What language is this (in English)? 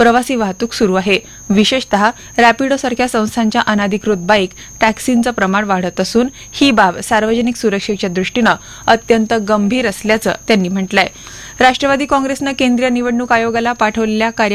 Marathi